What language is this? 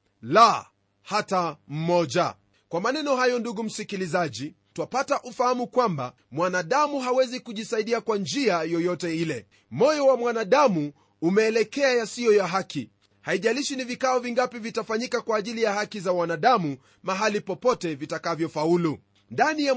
Swahili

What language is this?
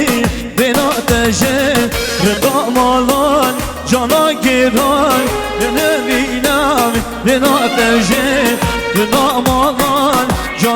Kurdish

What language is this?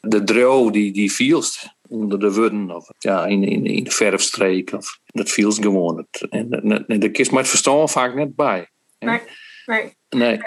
Western Frisian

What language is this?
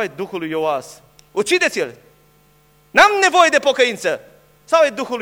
Romanian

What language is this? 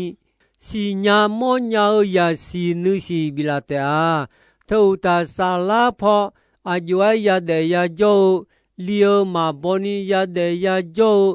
Akha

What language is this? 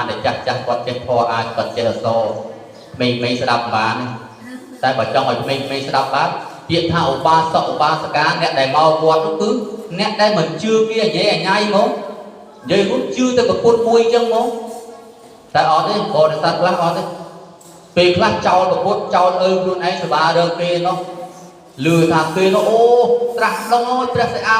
Khmer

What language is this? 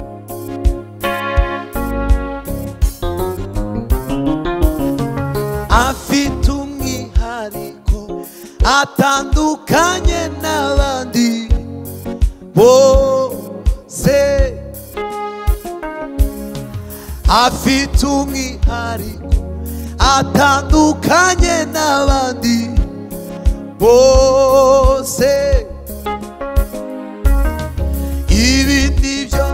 Kinyarwanda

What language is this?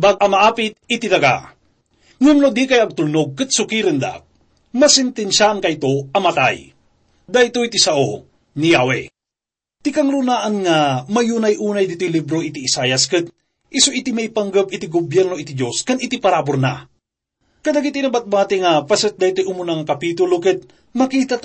Iloko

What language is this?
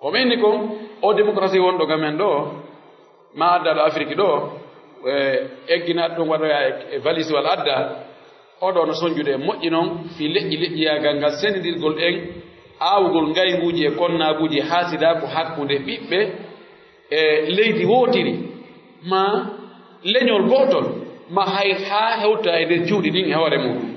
Pular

